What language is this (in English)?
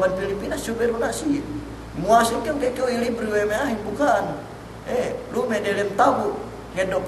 Yakan